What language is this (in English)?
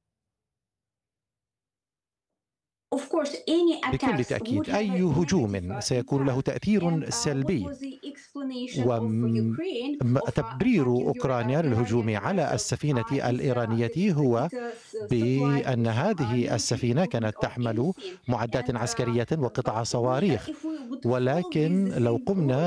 Arabic